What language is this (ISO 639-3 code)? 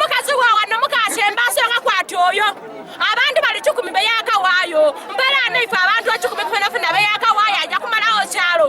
lug